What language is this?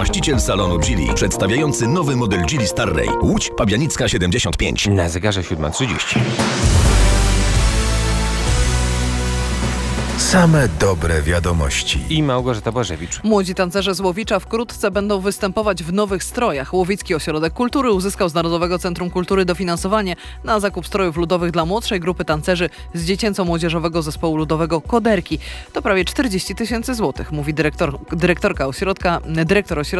Polish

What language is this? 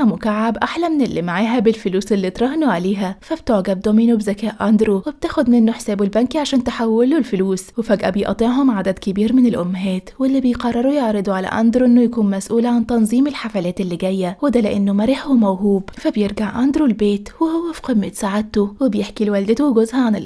Egyptian Arabic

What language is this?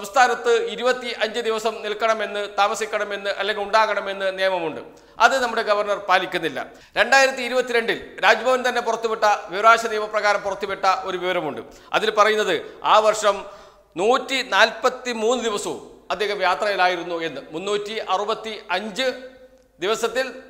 Malayalam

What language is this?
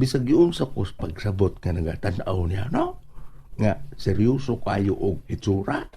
Cebuano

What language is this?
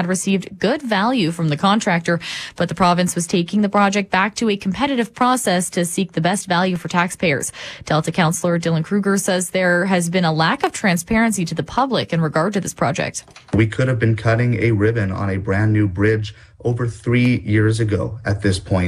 English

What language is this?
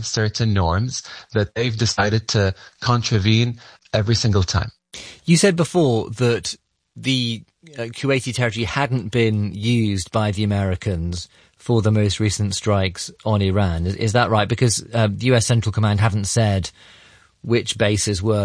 English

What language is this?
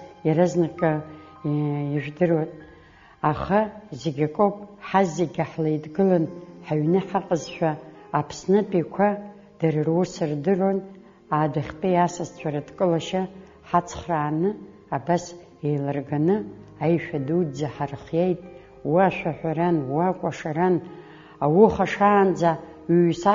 Abkhazian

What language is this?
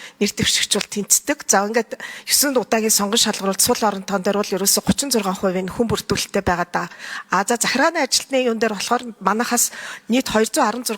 Mongolian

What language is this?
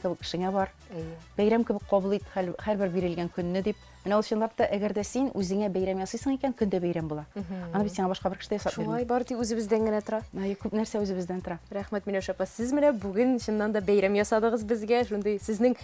Tatar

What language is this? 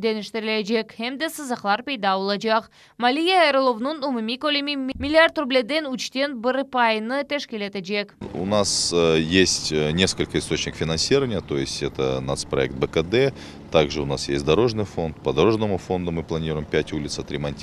Crimean Tatar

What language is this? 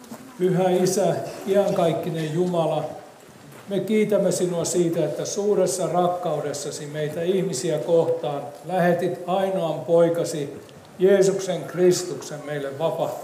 Finnish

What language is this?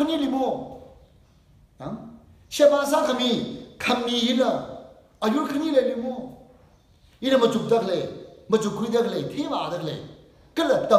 Tangkhul Naga (India)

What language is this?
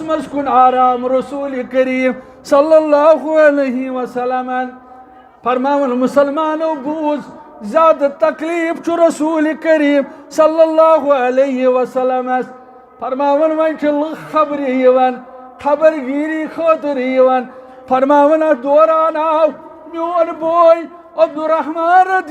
Kashmiri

